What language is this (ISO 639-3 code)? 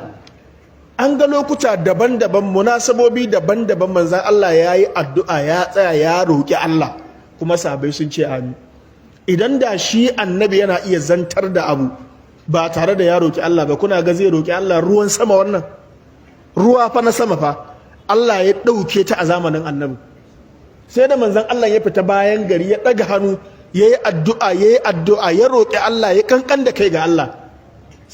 hau